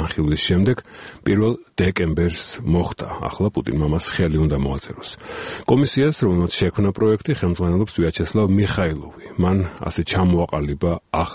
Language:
Georgian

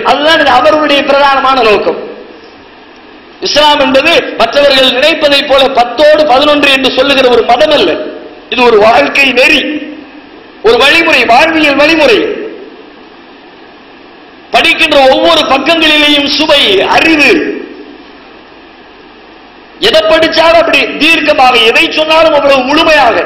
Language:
Tamil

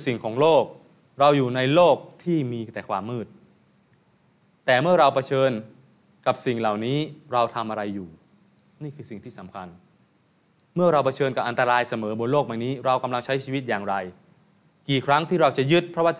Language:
Thai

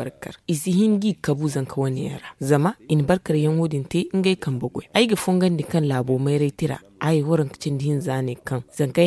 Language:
Zarma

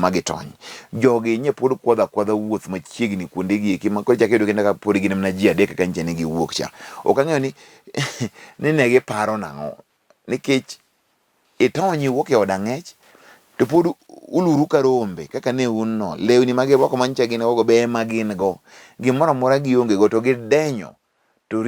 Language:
Luo (Kenya and Tanzania)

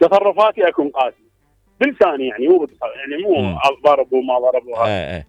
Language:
Mesopotamian Arabic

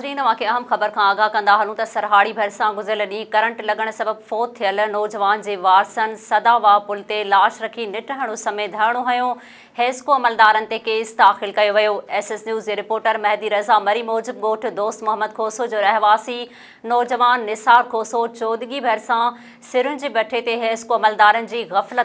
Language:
Sindhi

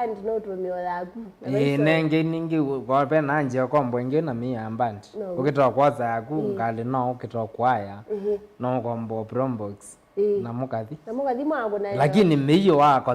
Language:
Kamba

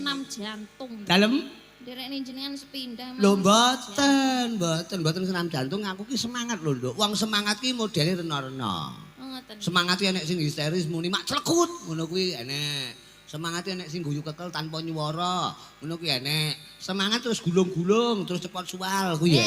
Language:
Javanese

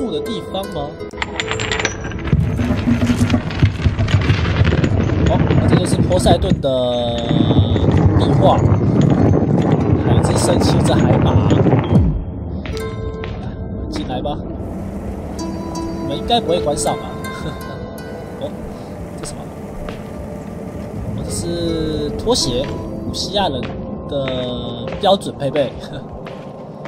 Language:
Chinese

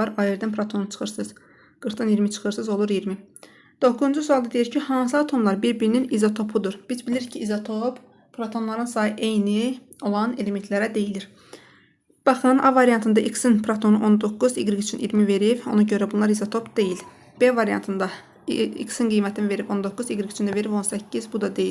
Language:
Azerbaijani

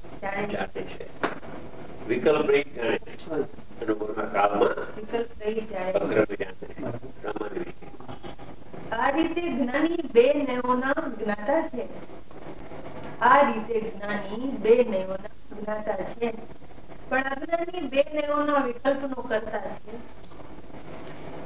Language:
Gujarati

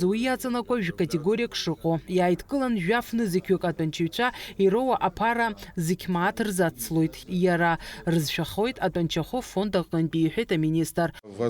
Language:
Abkhazian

